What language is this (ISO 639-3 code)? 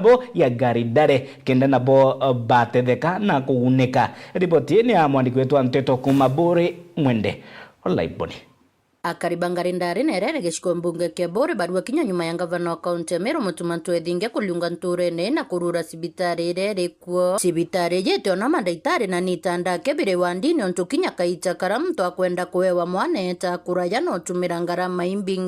mer